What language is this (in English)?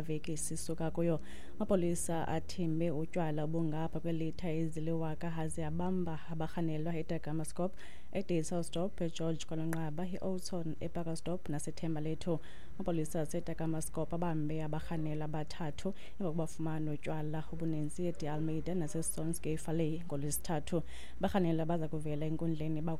Xhosa